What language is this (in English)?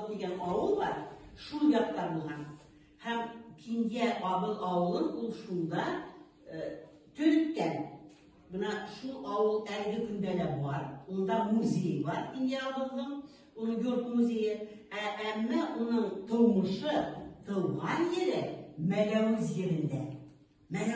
Bashkir